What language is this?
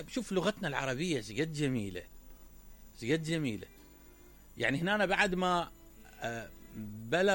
Mesopotamian Arabic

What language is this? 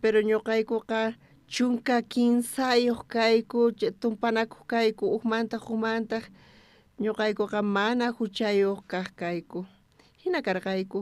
South Bolivian Quechua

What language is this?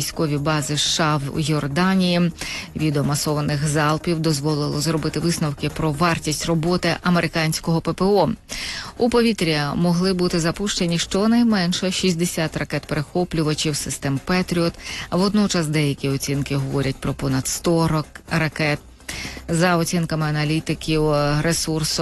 Ukrainian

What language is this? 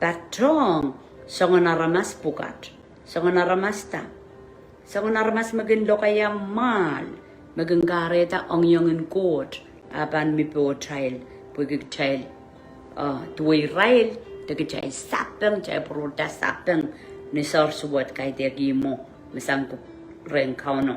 Pohnpeian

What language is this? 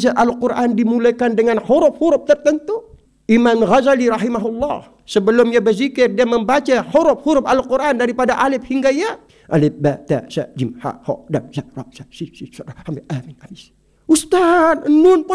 Malay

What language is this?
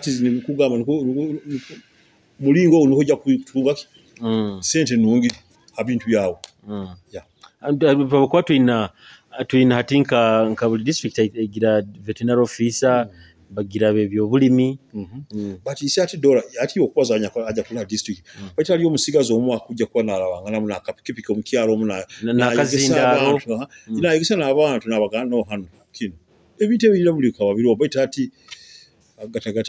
Nyoro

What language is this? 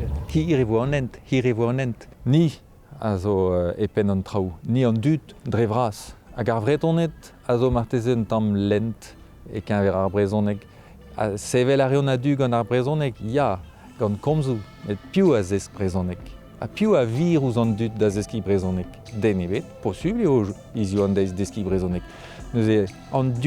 Breton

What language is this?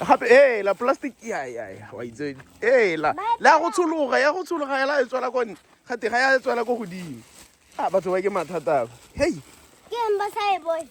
Tswana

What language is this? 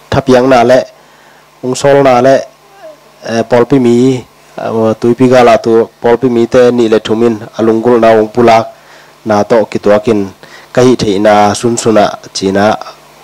Tedim Chin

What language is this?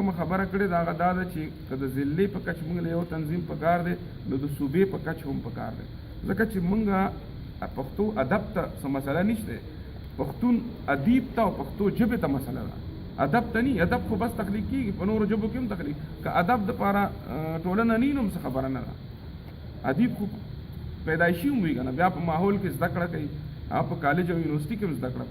Pashto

